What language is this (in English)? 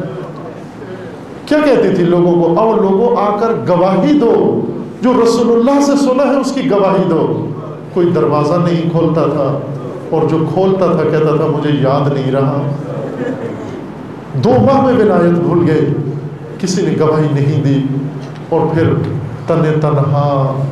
Urdu